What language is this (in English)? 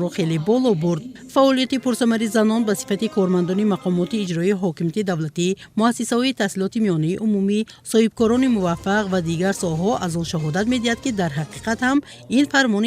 Tajik